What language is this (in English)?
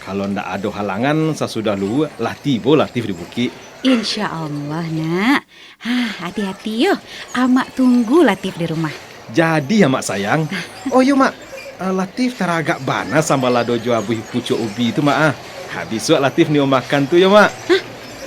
Minangkabau